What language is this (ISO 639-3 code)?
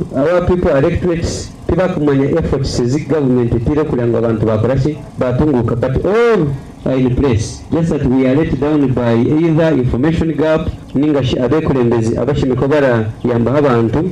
nyo